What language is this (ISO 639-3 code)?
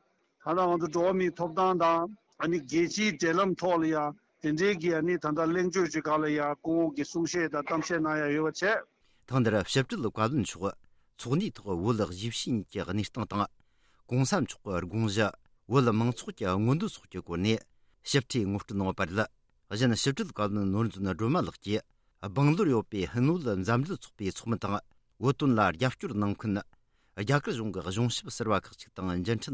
bod